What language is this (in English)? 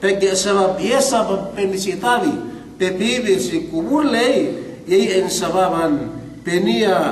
Yakan